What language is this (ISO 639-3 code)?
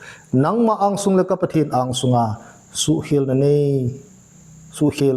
tcz